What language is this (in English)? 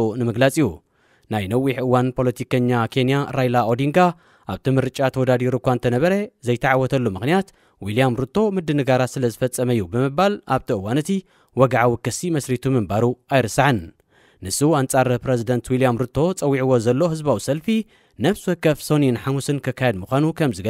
Tigrinya